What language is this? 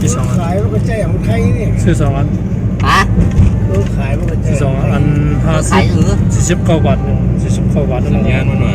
Shan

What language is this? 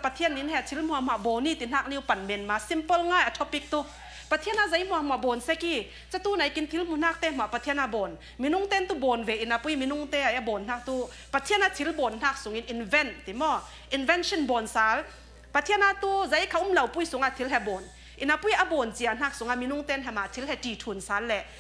Falam Chin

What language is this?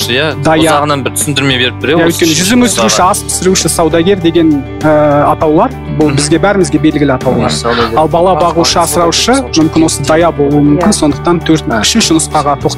Kazakh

